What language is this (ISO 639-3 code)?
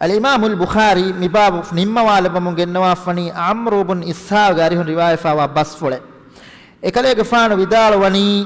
div